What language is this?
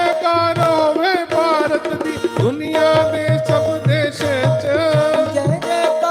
Dogri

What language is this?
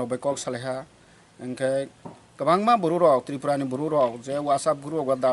Kok Borok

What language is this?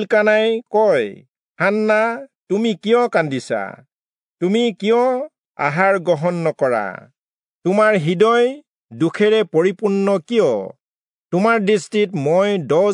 Assamese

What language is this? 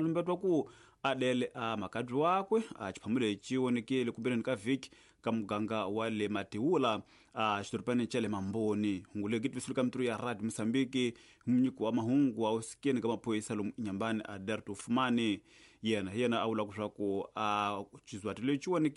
Tsonga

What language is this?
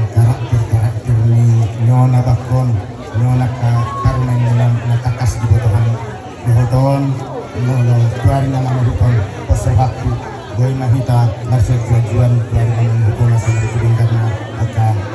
Batak Toba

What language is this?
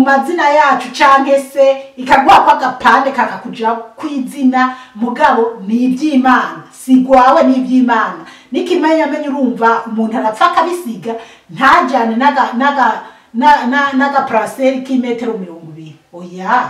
Rundi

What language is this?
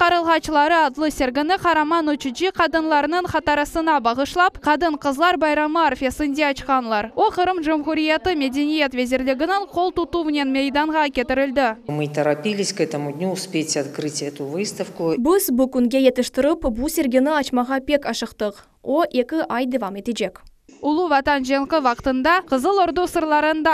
Crimean Tatar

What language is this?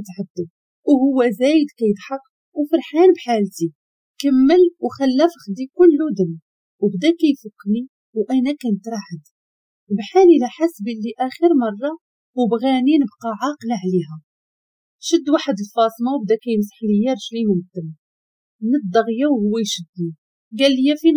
Moroccan Arabic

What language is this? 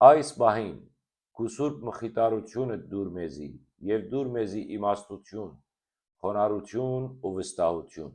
Western Armenian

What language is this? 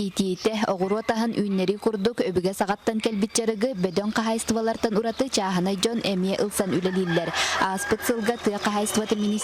Yakut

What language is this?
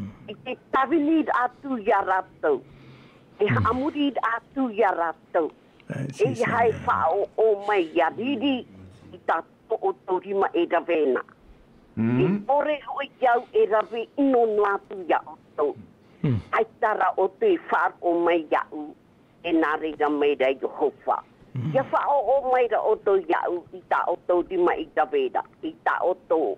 Tahitian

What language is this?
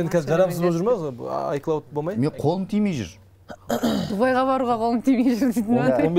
Kazakh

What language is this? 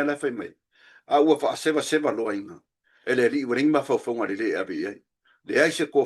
Samoan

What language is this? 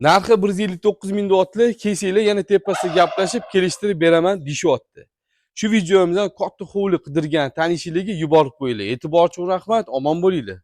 Uzbek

